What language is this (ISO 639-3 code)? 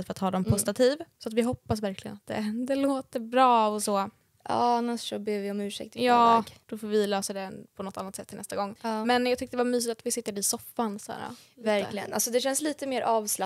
swe